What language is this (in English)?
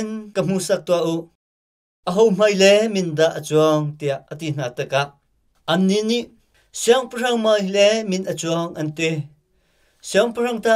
Hakha Chin